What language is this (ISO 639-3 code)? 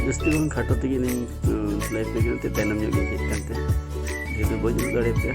sat